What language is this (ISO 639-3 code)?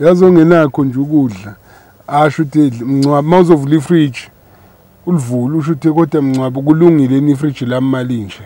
zul